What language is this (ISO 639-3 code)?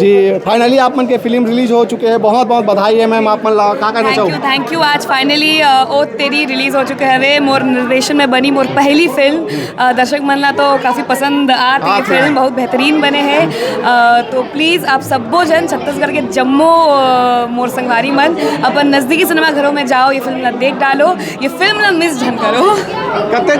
hne